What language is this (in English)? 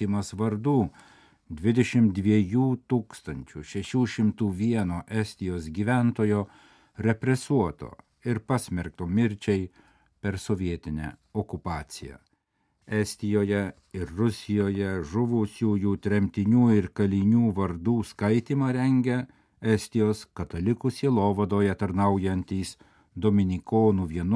Lithuanian